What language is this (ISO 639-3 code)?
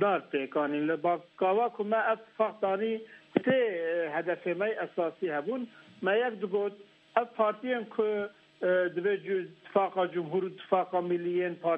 kur